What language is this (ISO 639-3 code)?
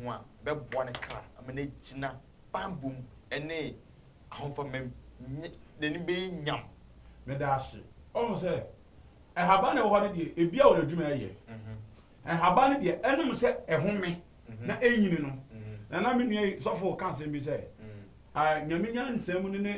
aka